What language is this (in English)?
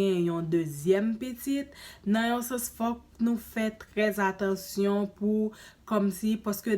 Haitian Creole